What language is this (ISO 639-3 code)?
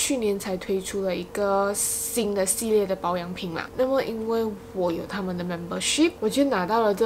zho